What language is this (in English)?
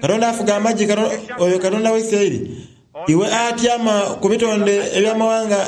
Soga